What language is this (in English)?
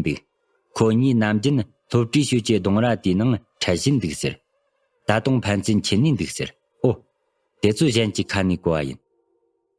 Tibetan